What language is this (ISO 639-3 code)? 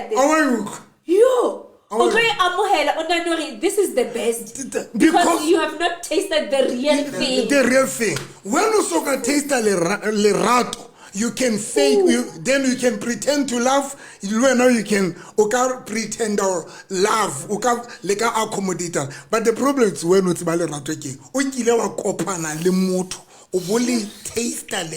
sot